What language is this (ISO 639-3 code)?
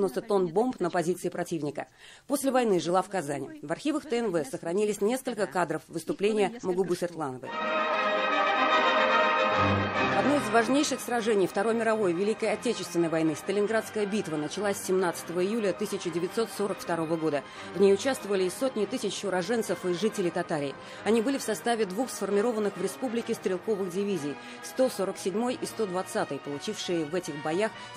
rus